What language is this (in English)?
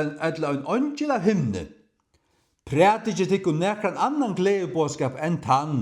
Faroese